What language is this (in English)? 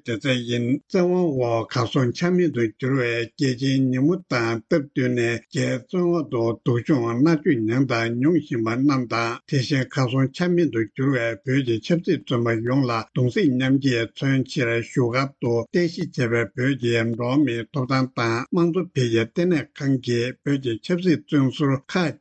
Tibetan